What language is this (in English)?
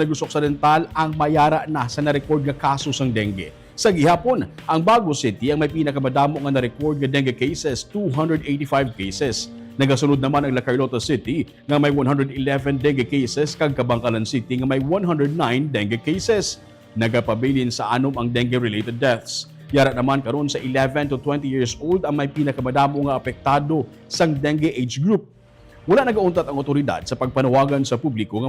Hiligaynon